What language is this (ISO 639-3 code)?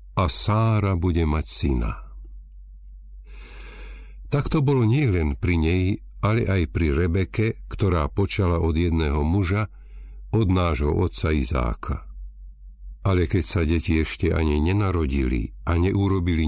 slk